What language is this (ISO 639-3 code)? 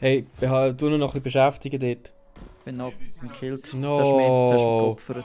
gsw